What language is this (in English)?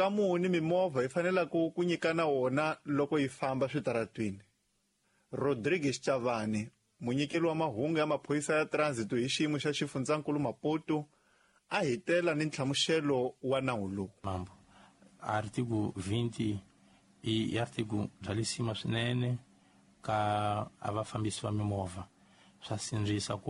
Tsonga